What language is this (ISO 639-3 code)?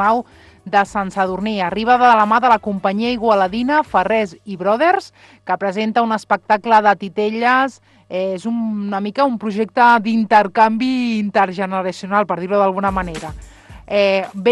cat